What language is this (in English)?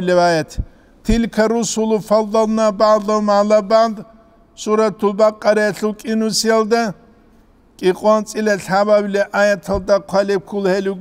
Avaric